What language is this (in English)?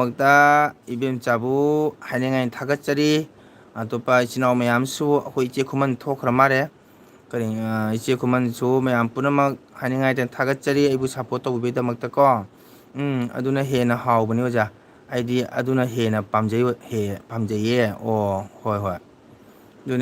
Manipuri